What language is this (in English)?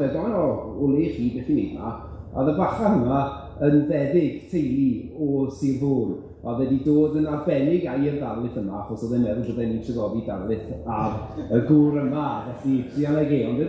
Welsh